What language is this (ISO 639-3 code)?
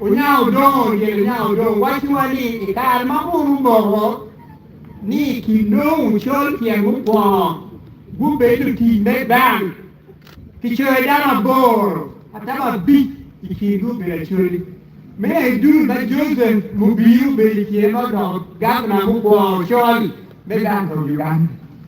ach